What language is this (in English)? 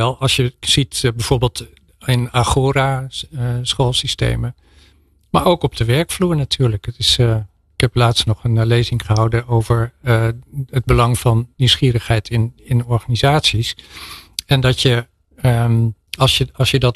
Dutch